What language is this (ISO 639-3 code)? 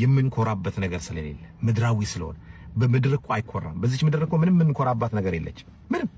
amh